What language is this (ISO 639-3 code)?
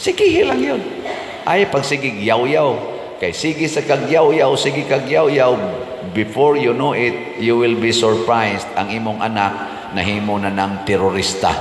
ceb